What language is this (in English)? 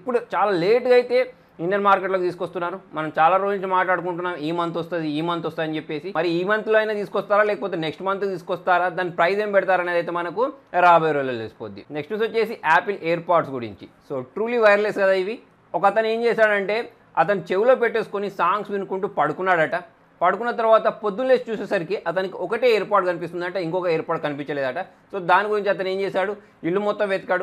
Telugu